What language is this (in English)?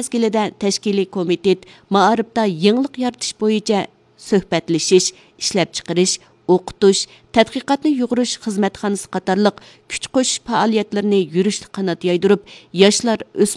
Uyghur